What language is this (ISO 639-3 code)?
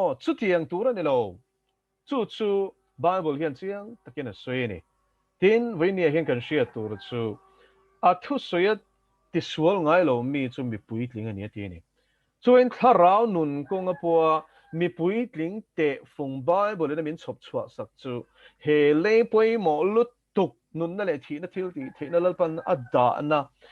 lus